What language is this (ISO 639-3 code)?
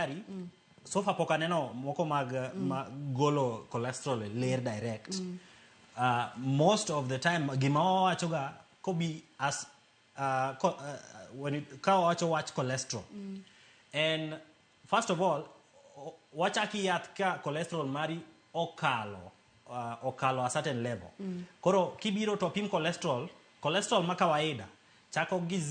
luo